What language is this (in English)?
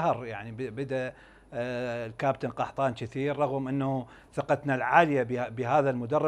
Mesopotamian Arabic